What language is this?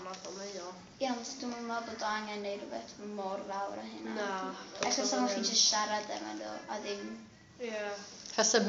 Welsh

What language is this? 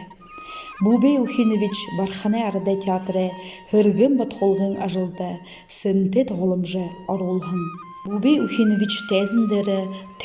Buriat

